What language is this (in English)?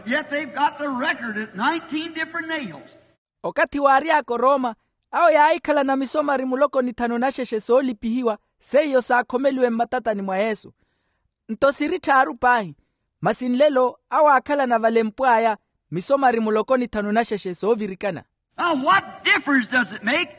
Makhuwa